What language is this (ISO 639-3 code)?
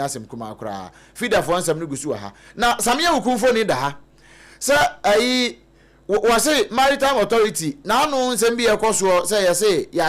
aka